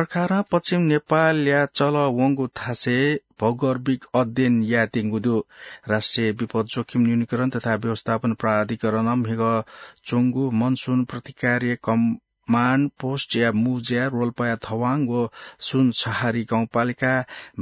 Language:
Newari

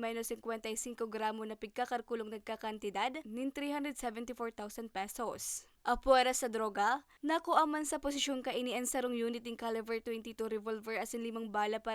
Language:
Bikol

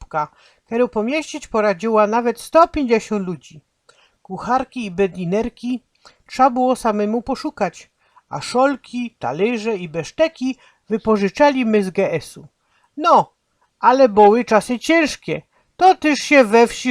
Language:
Silesian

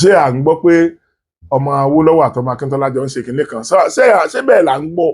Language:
Yoruba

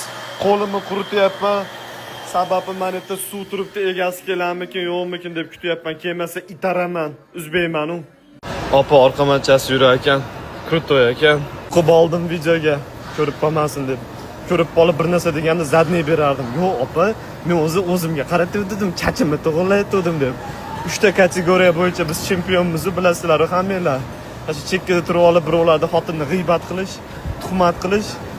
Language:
Uzbek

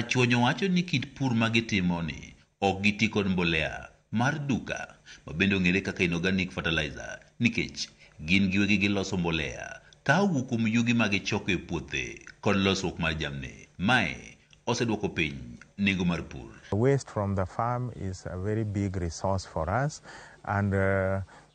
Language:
Luo (Kenya and Tanzania)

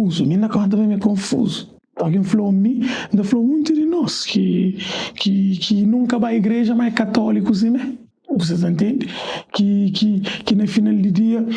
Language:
Kabuverdianu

